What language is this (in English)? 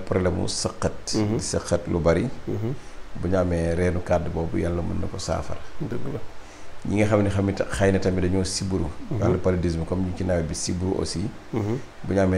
Wolof